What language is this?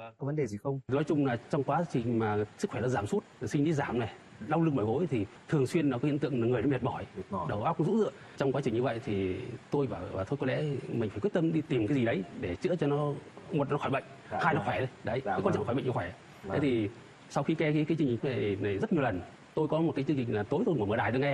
Vietnamese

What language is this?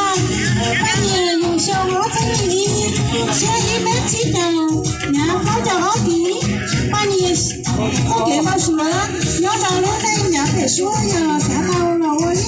Hmong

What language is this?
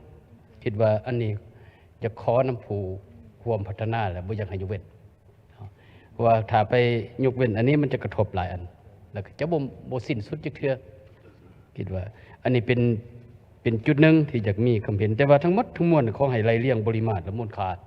Lao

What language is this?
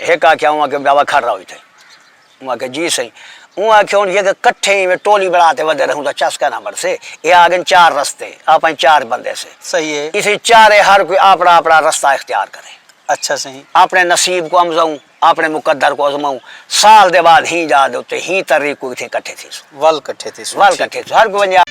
Saraiki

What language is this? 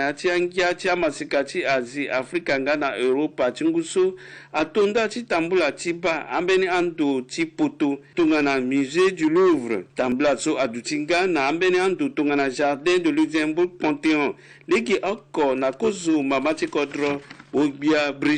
Sango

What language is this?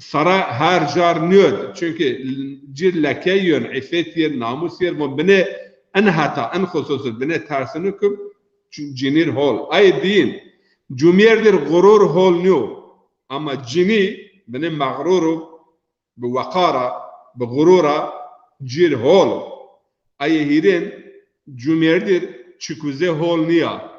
Zaza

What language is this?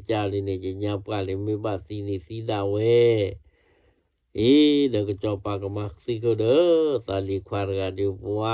S'gaw Karen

